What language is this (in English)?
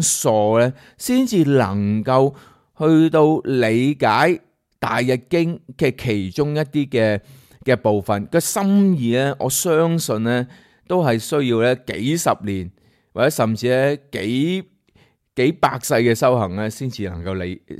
Cantonese